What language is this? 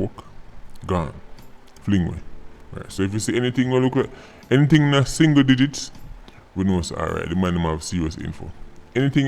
Jamaican Creole English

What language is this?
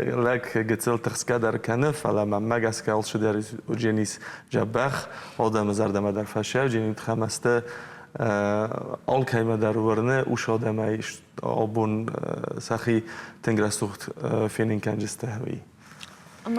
Ossetic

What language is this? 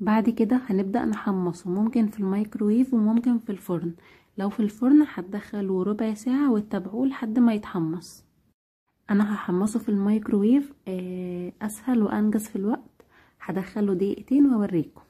Egyptian Arabic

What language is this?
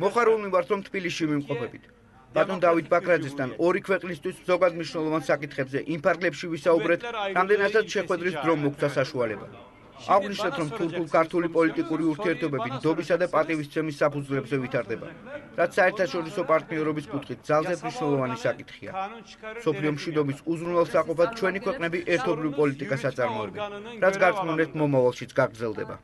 Georgian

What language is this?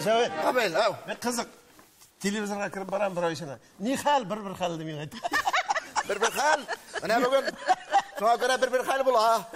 Tatar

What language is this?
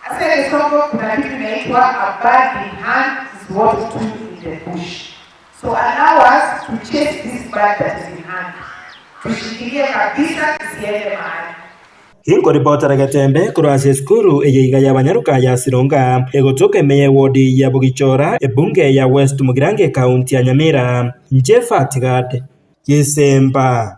Gusii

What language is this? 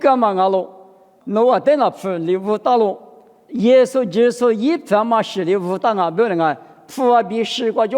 Lisu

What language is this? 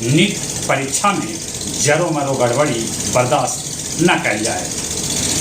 Magahi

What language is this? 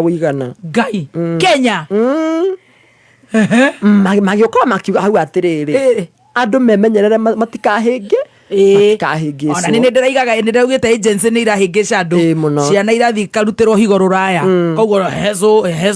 Kikuyu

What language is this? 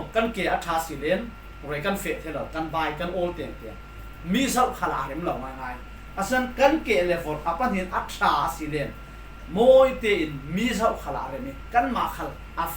Falam Chin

